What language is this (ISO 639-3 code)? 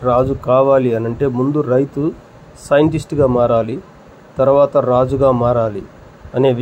tel